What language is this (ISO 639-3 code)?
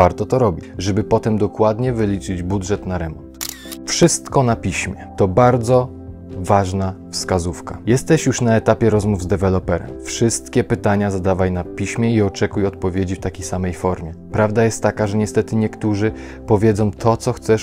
pol